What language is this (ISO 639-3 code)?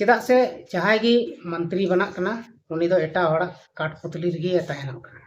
sat